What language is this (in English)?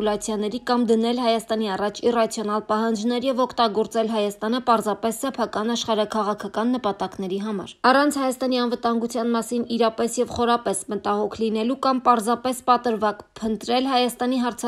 Armenian